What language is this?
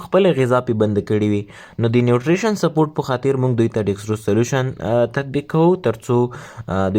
Pashto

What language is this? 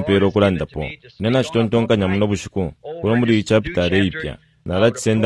Bemba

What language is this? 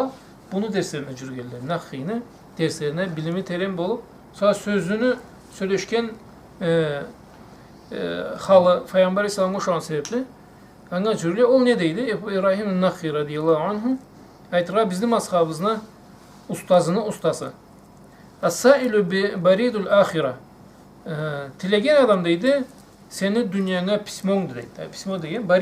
Karachay-Balkar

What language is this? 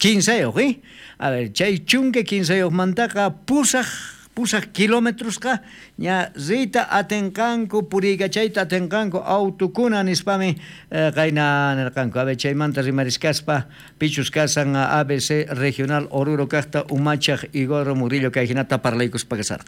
South Bolivian Quechua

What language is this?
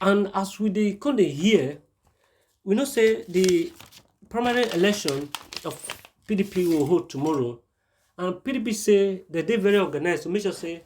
Nigerian Pidgin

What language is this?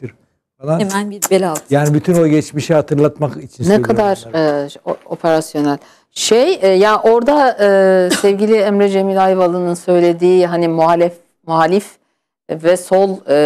Turkish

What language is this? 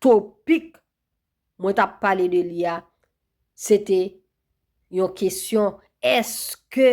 Haitian Creole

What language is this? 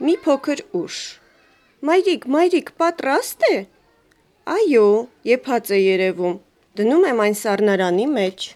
Armenian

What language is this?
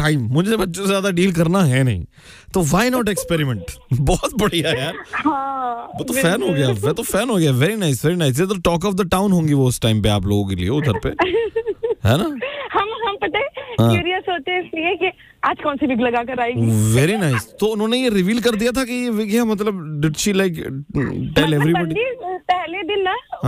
Hindi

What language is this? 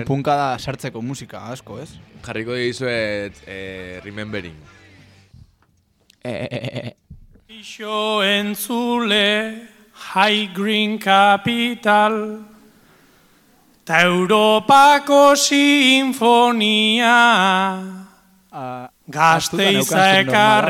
Basque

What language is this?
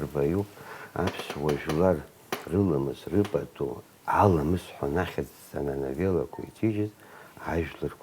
Abkhazian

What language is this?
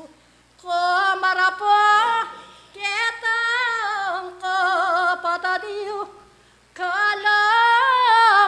Pampanga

